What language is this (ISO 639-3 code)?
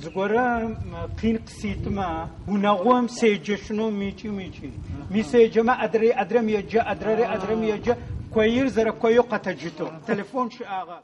ady